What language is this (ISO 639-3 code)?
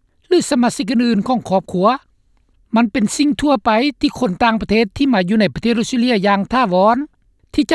lao